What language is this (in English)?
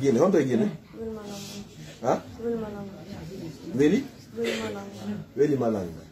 Pular